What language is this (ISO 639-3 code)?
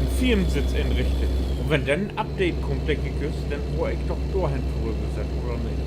nds